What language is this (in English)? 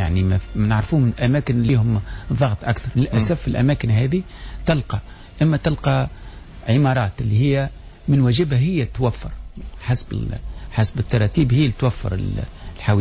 Tunisian Arabic